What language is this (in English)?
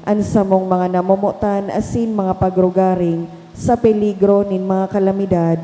Bikol